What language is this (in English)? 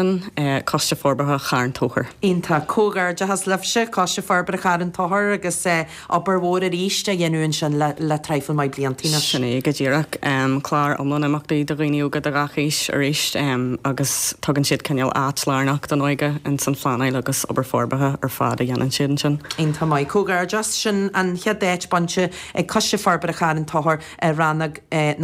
Irish